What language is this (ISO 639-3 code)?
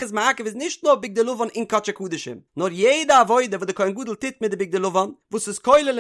yid